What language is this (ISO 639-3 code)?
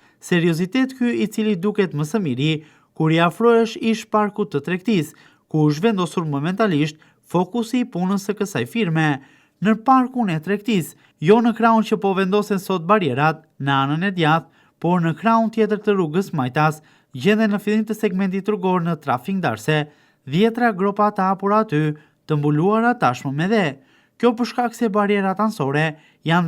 sqi